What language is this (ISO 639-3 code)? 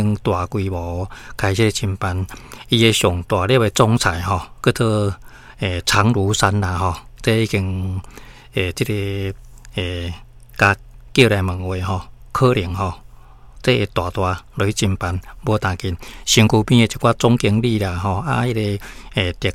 nan